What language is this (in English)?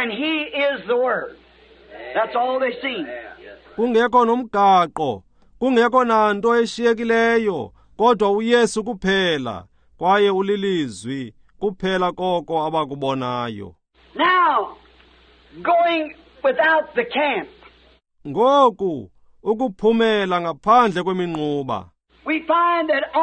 Xhosa